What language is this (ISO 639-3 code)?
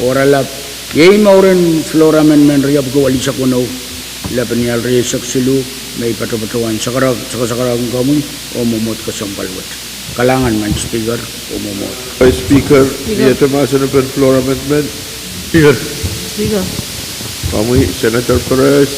pon